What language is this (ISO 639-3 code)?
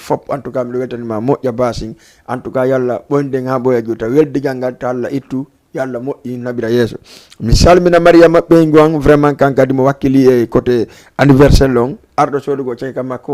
ful